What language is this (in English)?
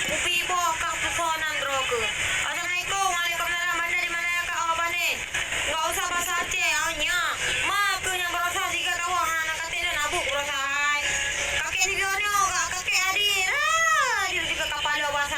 Achinese